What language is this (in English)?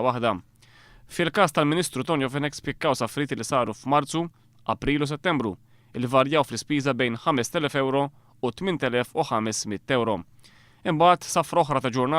Maltese